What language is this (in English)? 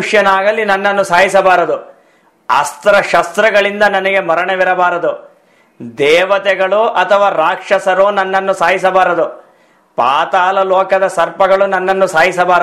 Kannada